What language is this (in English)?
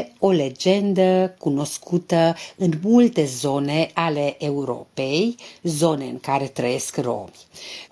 Romanian